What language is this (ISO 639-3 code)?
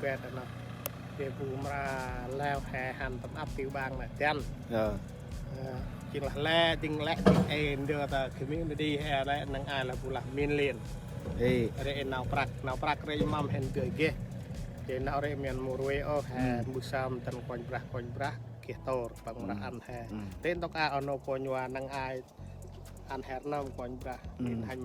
cmo